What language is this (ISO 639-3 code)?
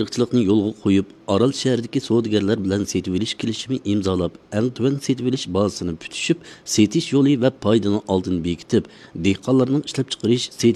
uig